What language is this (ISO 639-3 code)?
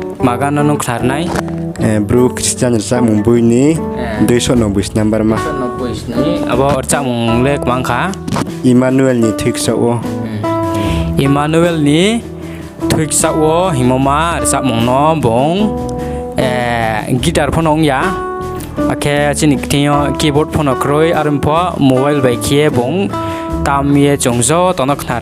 ria